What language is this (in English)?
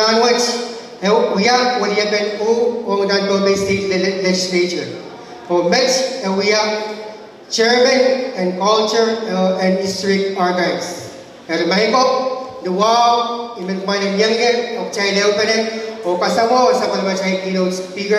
Pohnpeian